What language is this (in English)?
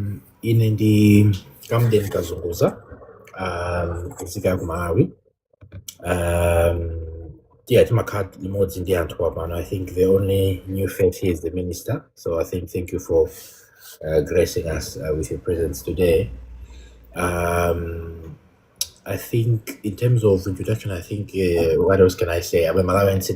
Nyanja